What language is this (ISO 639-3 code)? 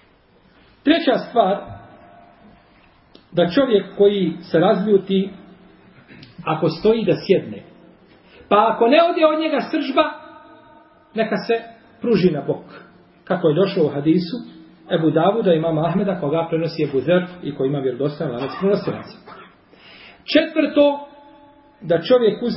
bos